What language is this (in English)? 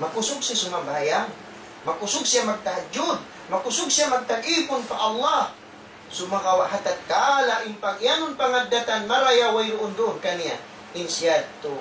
Tausug